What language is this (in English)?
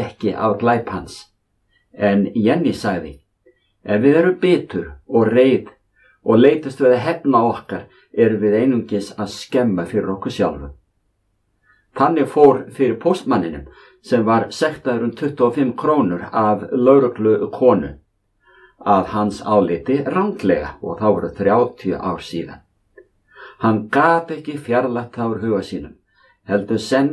Icelandic